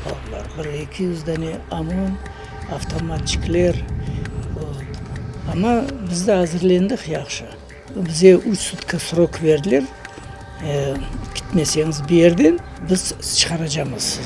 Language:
Crimean Tatar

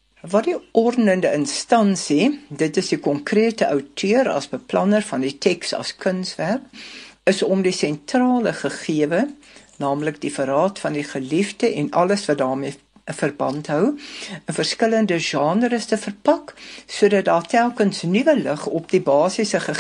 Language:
Afrikaans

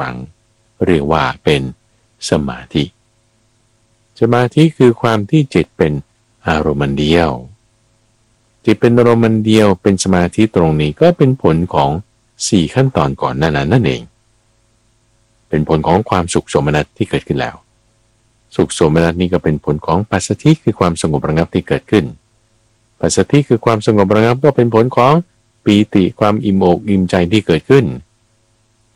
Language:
Thai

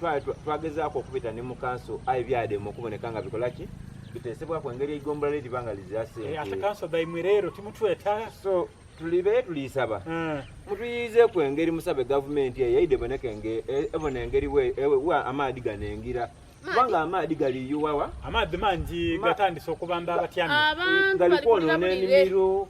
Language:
Soga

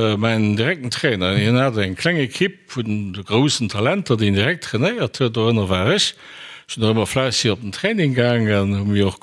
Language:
Luxembourgish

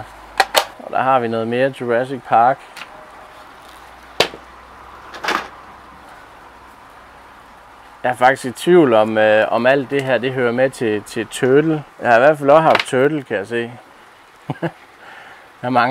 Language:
Danish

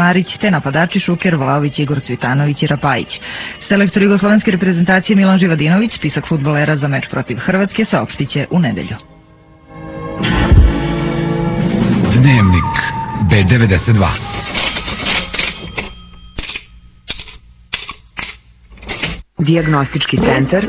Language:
Serbian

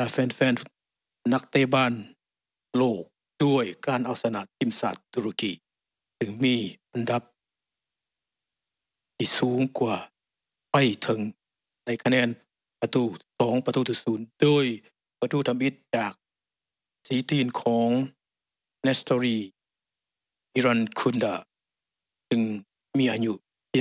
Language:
Lao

